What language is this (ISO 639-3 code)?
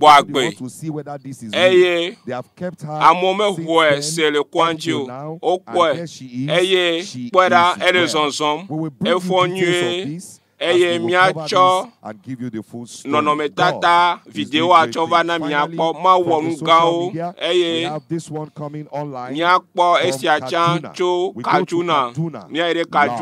ewe